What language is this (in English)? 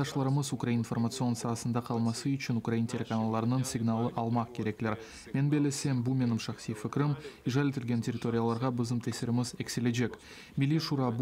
Crimean Tatar